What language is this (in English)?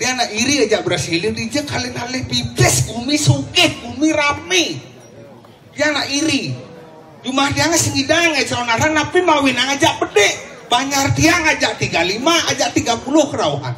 Balinese